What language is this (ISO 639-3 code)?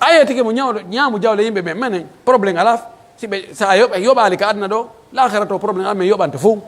fuf